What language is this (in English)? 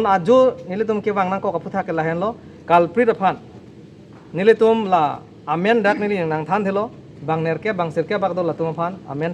Karbi